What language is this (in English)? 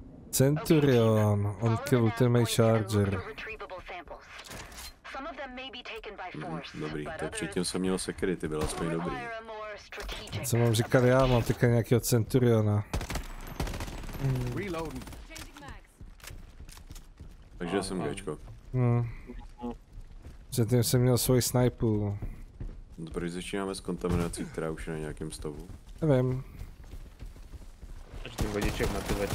Czech